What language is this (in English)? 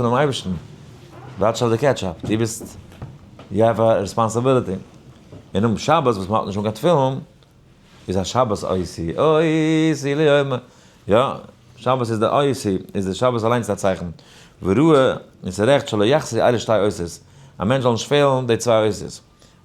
Yiddish